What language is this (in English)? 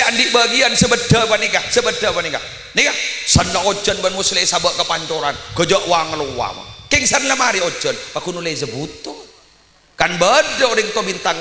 Madurese